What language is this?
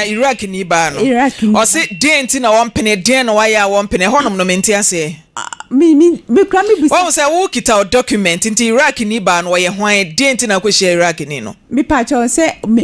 Akan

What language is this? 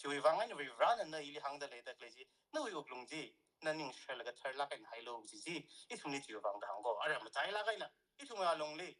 Tangkhul Naga (India)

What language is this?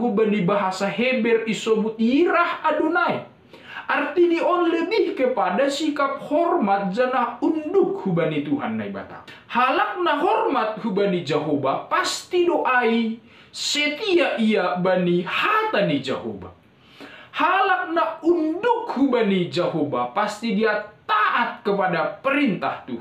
Batak Simalungun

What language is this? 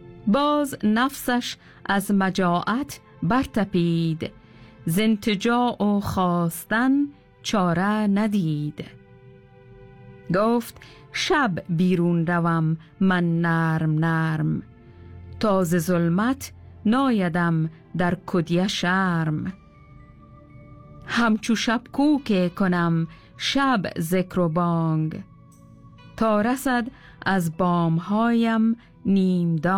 Persian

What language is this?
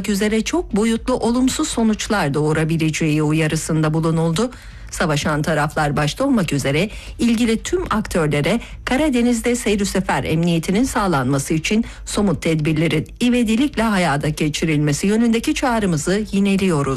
Turkish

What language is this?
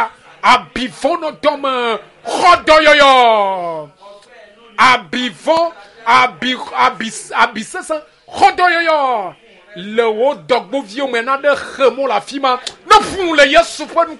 Ewe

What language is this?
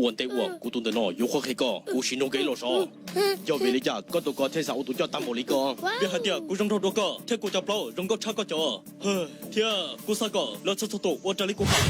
Hmong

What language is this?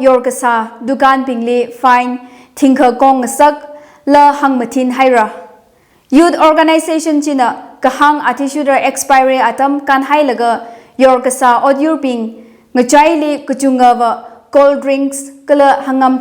Tangkhul Naga (India)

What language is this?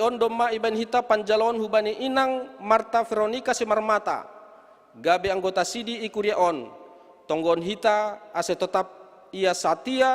Batak Simalungun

